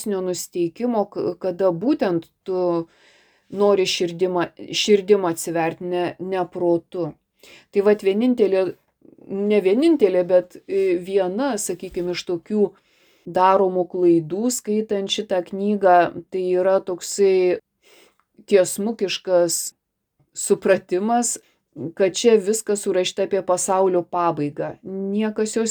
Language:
Lithuanian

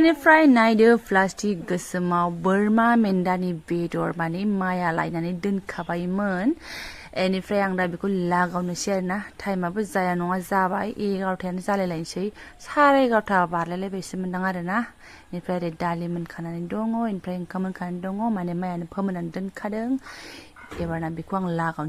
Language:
Bodo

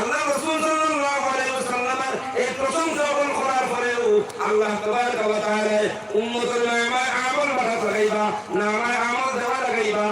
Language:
Sylheti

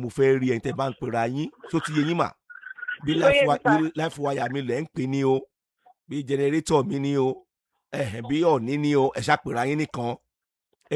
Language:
Yoruba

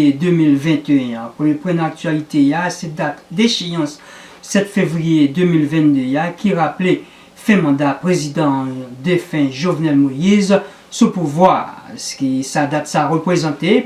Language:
Haitian Creole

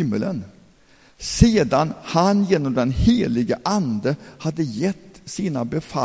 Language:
Swedish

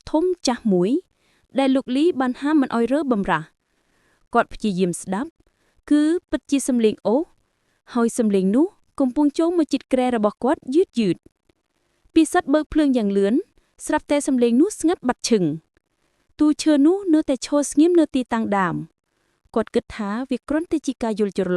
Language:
Khmer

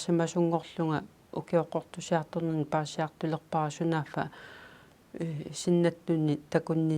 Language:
Kalaallisut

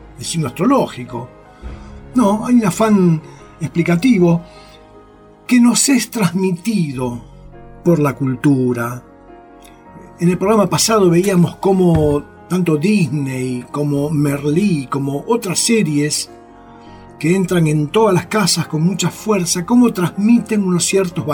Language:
Spanish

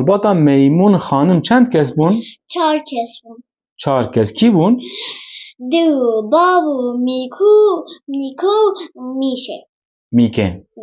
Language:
Kurdish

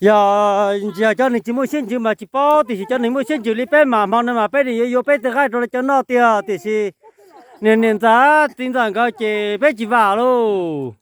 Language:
Hmong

